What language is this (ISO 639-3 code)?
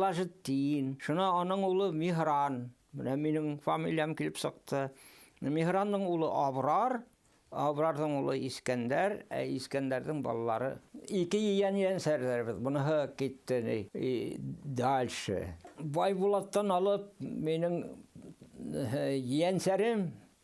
bak